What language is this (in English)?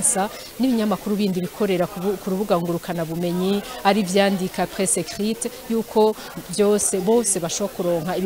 Rundi